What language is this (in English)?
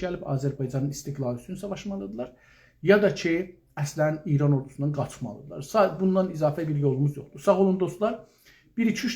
South Azerbaijani